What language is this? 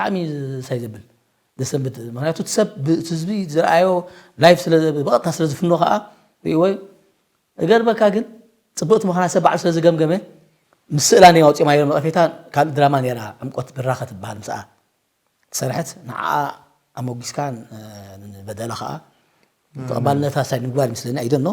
Tigrinya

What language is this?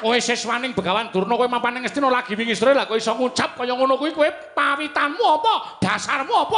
Javanese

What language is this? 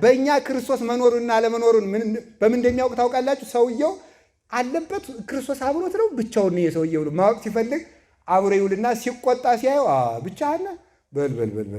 Amharic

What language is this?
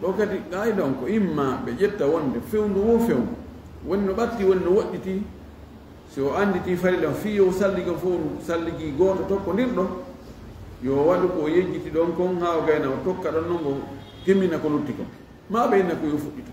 Fula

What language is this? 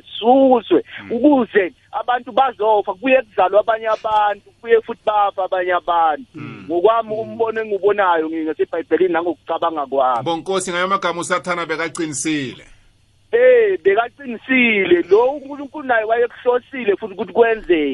South Ndebele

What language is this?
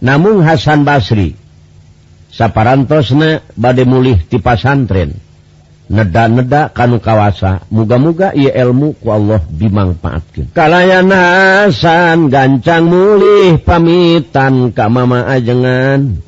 Sundanese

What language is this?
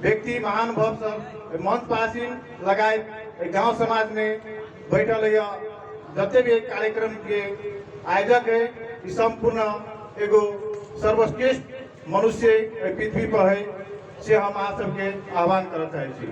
Magahi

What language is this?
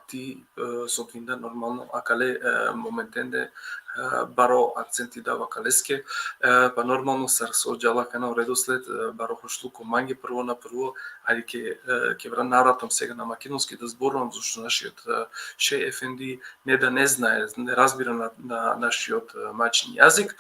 Balkan Romani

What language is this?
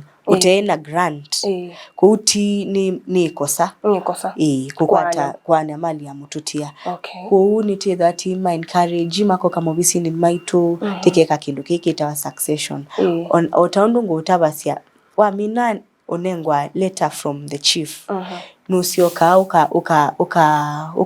Kamba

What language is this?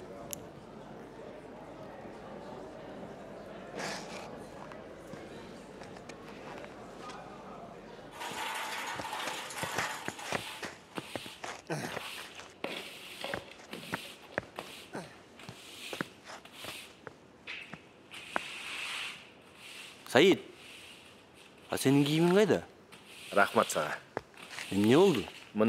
Kyrgyz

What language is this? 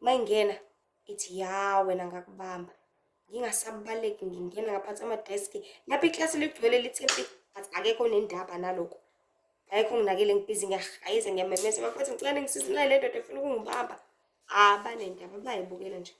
Zulu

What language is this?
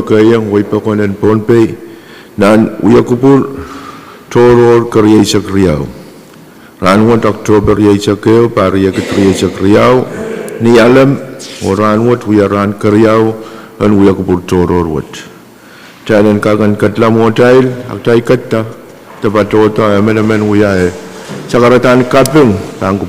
Pohnpeian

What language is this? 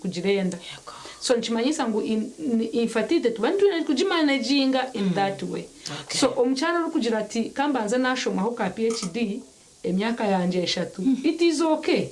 Nyankole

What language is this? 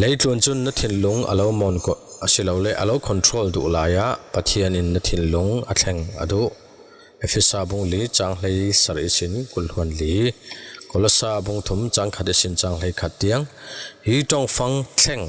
Falam Chin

